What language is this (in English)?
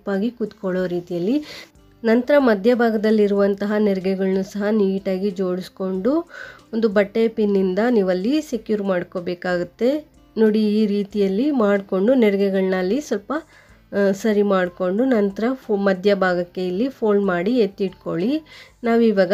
Kannada